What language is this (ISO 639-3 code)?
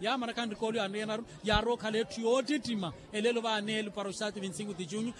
vmw